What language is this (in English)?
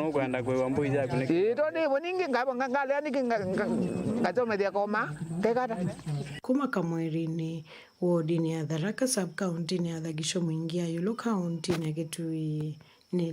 Kamba